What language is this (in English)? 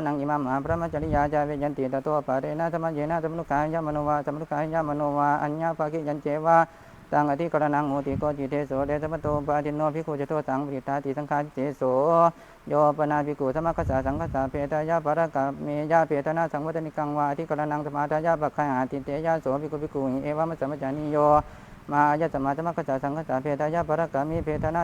Pali